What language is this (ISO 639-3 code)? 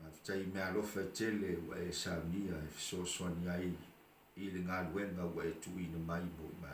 smo